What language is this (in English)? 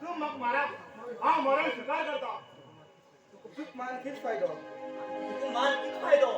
Konkani